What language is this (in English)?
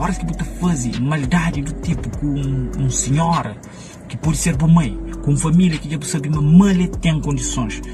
Kabuverdianu